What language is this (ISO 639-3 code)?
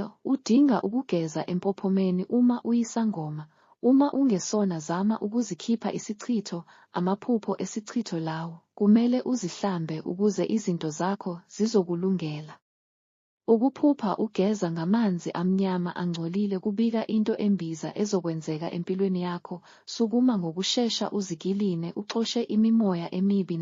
zul